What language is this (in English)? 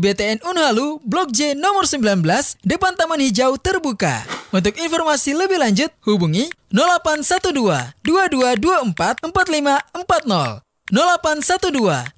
Indonesian